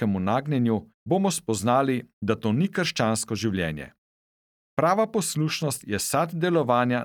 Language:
Slovenian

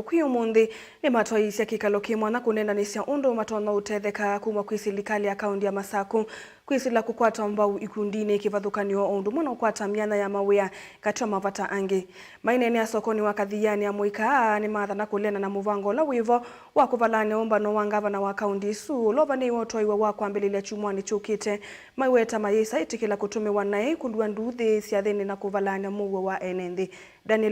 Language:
Kamba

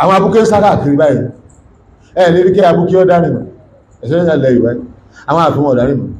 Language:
Yoruba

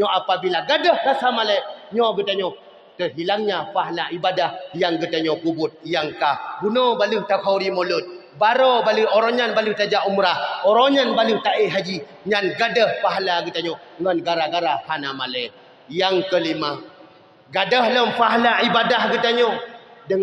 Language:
Achinese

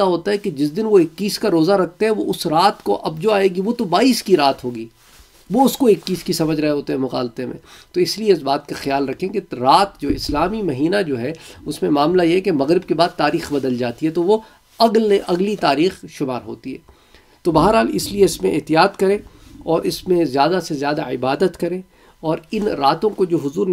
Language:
Urdu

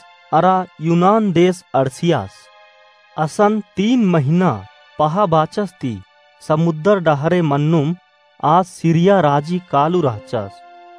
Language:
Kurukh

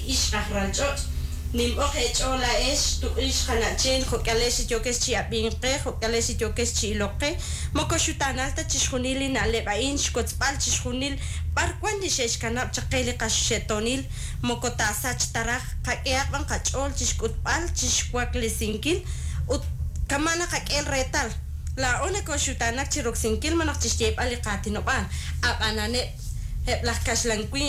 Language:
Kekchí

